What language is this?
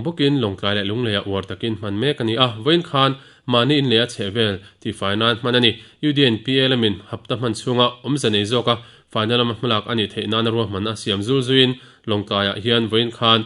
Mizo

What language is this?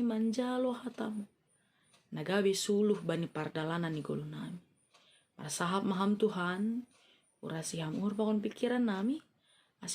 Batak Simalungun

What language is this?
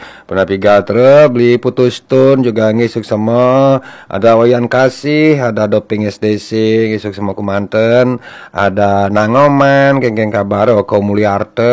Balinese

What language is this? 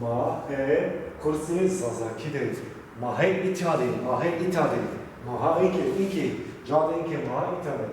Zaza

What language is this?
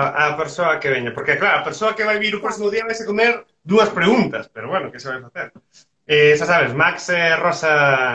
Galician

